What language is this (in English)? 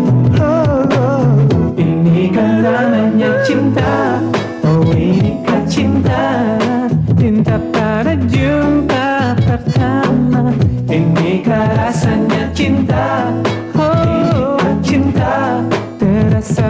Indonesian